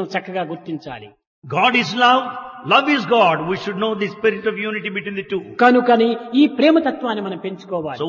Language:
Telugu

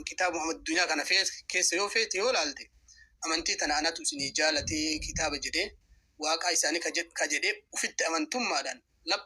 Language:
Oromo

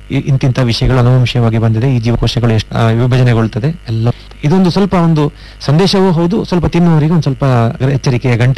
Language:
Kannada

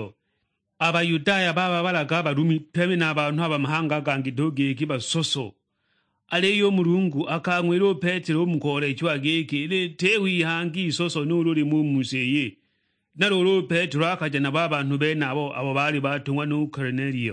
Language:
Sukuma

